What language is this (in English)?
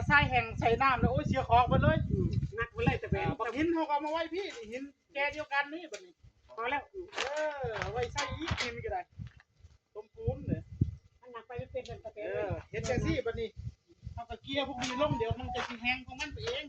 Northeastern Thai